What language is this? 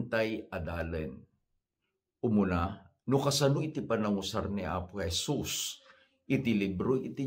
Iloko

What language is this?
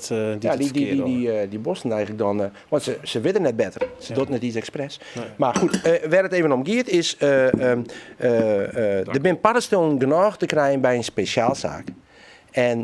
Western Frisian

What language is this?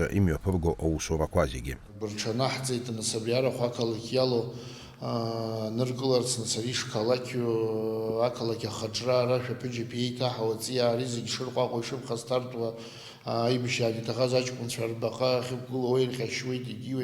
Abkhazian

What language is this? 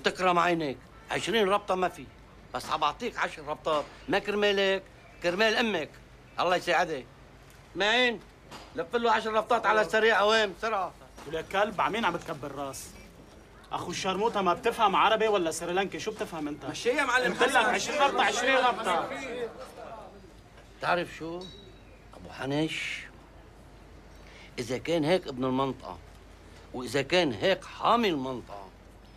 North Levantine Arabic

